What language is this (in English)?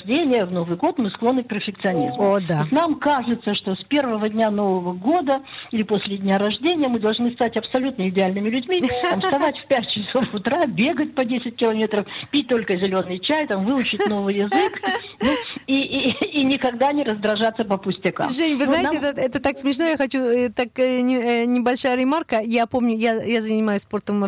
Russian